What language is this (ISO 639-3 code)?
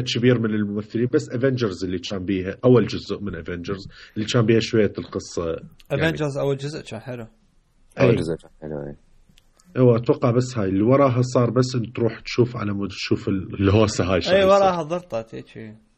acm